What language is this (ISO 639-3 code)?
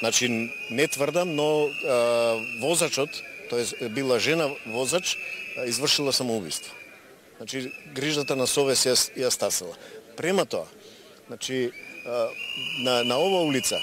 mkd